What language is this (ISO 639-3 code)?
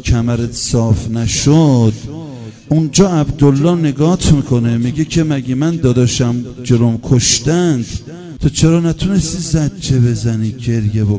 fas